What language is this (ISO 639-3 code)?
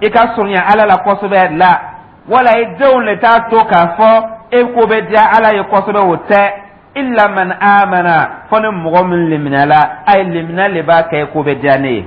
dyu